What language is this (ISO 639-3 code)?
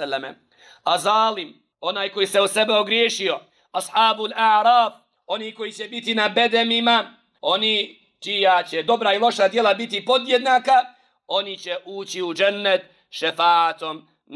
bos